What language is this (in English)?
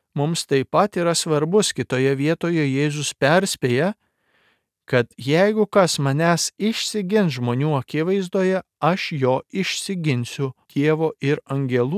Lithuanian